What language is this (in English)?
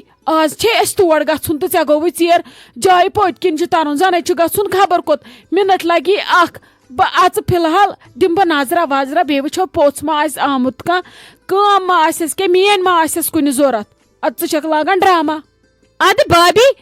Kashmiri